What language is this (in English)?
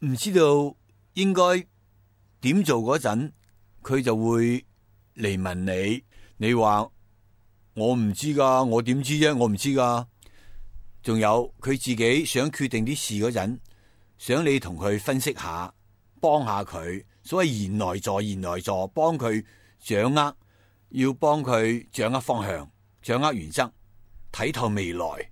Cantonese